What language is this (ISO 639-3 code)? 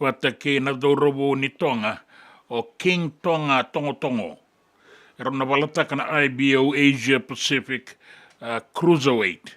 fij